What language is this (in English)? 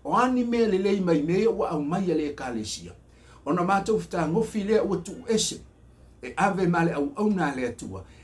Samoan